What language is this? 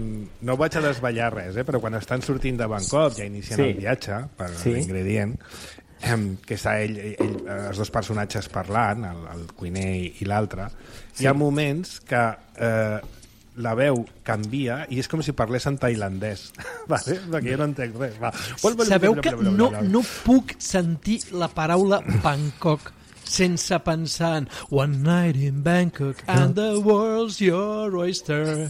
Catalan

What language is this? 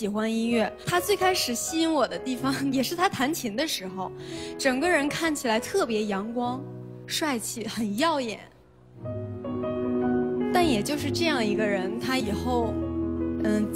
Chinese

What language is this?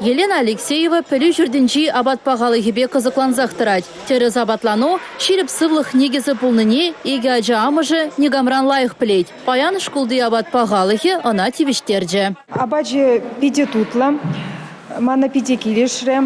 Chuvash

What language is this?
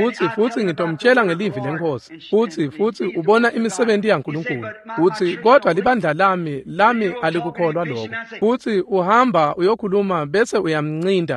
Swati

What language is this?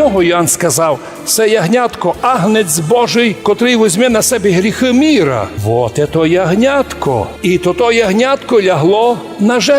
Rusyn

